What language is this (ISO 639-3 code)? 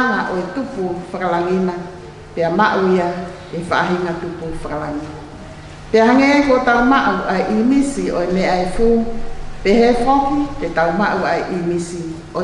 ton